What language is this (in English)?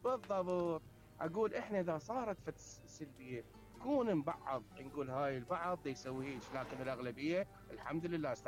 Mesopotamian Arabic